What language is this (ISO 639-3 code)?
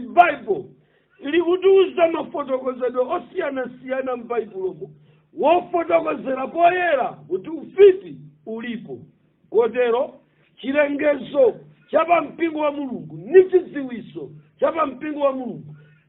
nya